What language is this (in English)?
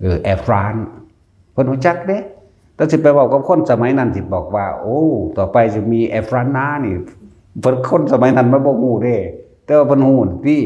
Northeastern Thai